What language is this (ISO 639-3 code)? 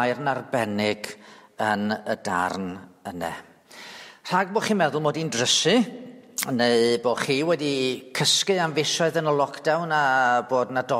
cym